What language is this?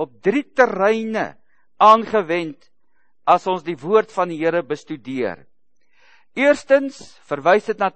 Afrikaans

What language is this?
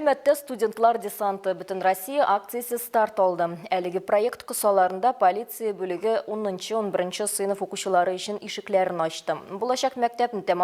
Tatar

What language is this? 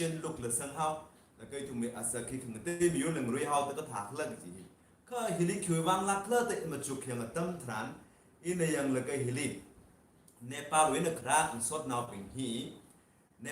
Tangkhul Naga (India)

